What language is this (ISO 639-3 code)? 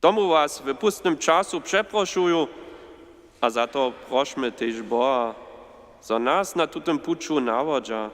hsb